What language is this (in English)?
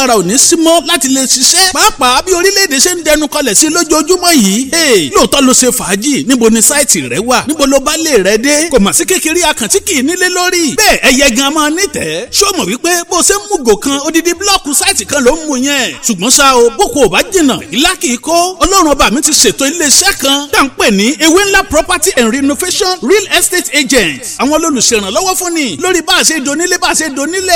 Yoruba